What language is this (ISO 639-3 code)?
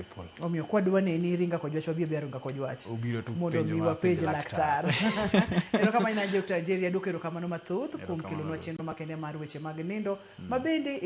luo